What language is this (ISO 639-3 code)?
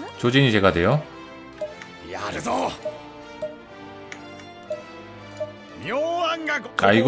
kor